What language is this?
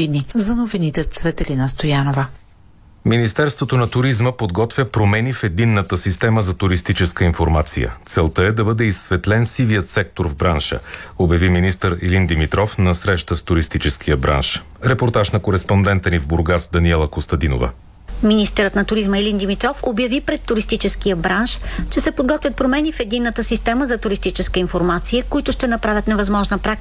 Bulgarian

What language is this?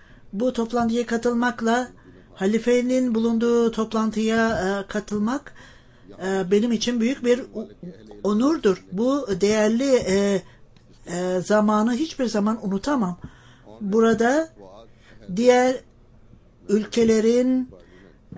Turkish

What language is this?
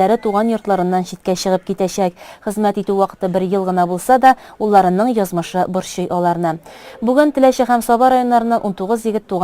Tatar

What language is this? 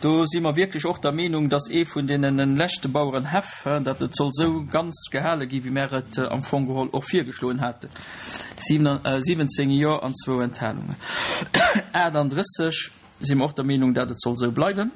Luxembourgish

